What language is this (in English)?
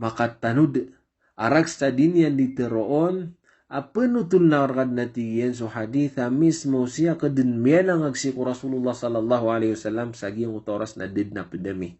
Maranao